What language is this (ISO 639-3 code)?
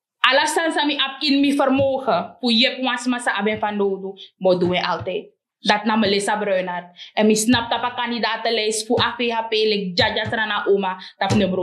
srn